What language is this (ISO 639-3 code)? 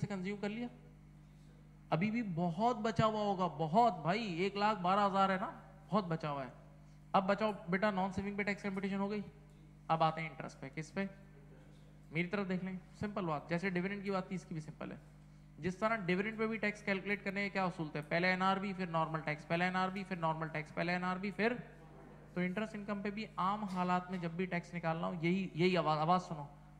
hin